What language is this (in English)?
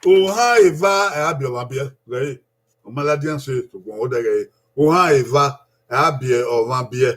Bini